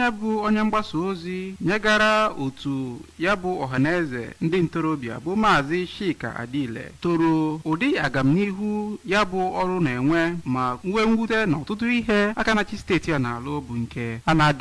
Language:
Igbo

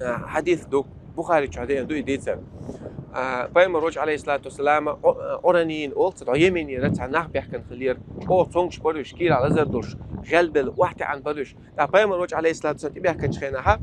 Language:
Chechen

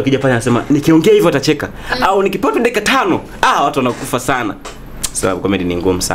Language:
Swahili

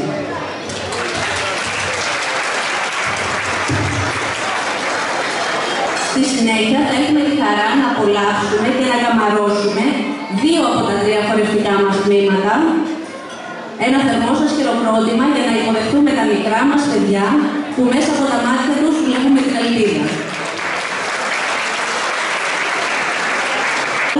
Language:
Greek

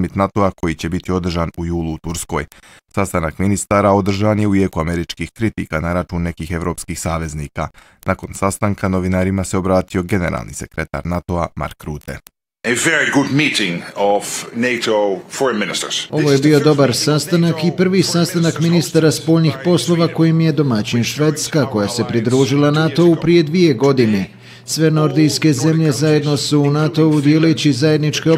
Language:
Bosnian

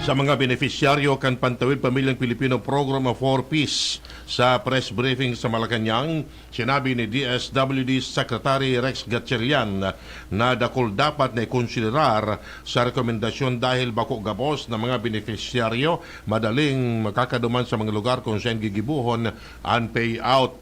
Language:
Bikol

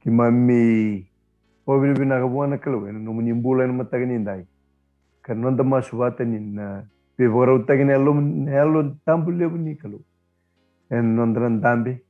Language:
Fijian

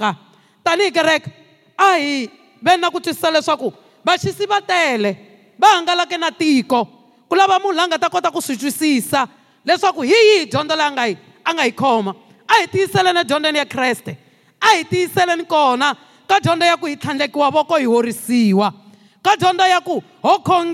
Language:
Tsonga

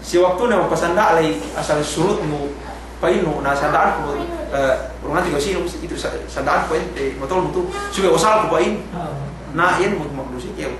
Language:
Yakan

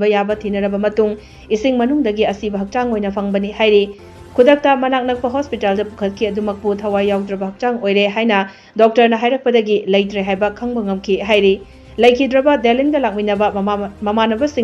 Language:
Manipuri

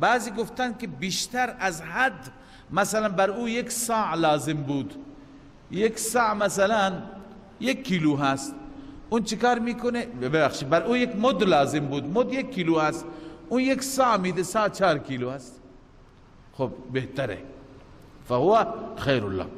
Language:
Persian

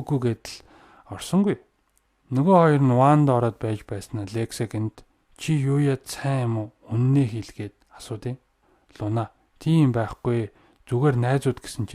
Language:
Mongolian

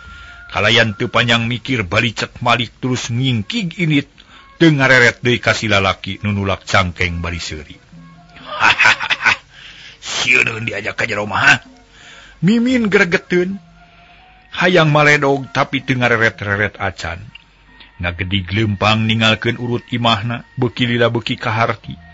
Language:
Sundanese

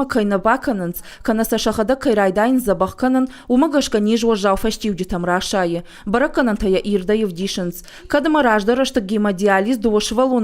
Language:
Ossetic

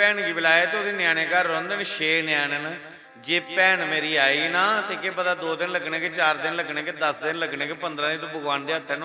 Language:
Dogri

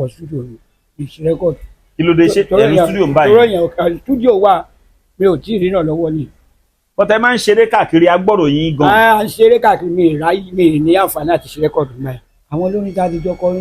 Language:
Yoruba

